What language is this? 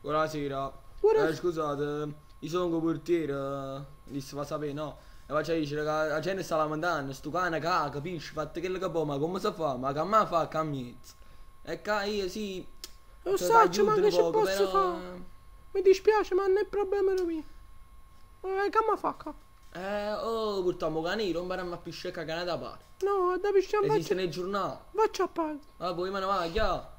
Neapolitan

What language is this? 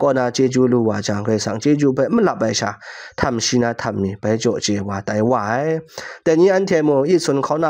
Kachin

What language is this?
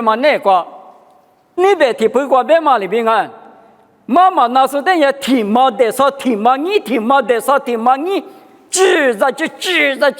Lisu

